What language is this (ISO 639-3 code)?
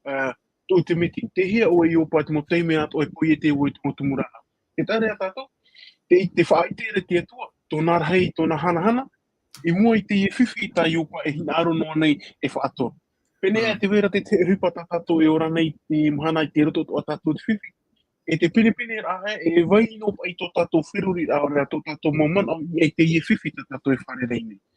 tah